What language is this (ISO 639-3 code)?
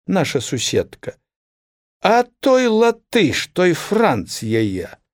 bel